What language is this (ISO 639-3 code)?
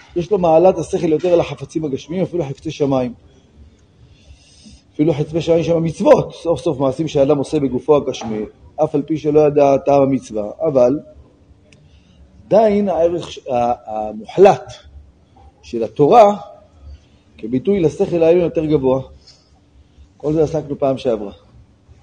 heb